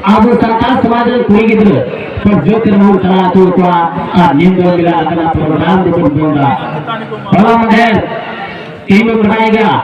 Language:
Santali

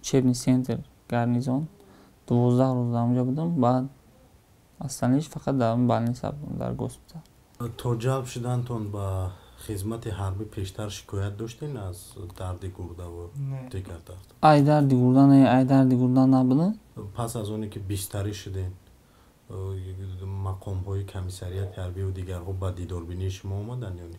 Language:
Tajik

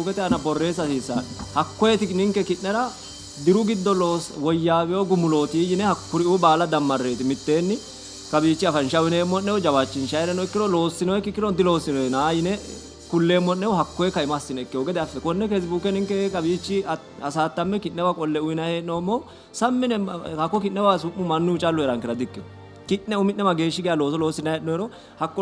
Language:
Sidamo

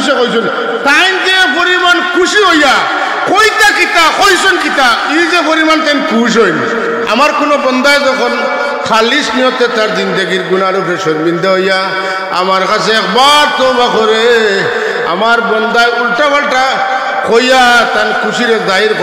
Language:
Sylheti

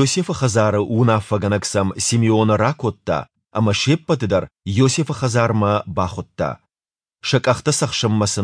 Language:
Ossetic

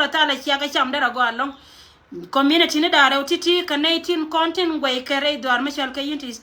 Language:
Nuer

